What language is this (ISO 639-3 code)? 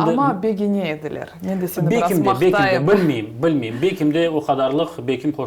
crh